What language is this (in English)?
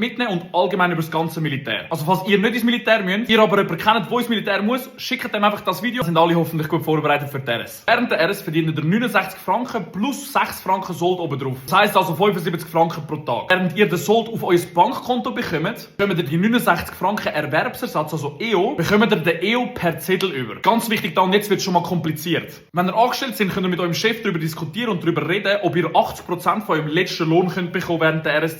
Swiss German